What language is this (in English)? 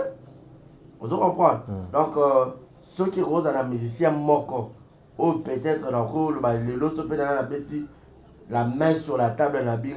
Lingala